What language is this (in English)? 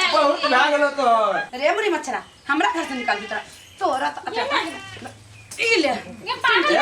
Maithili